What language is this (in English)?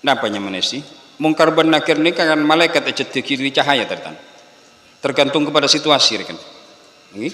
Madurese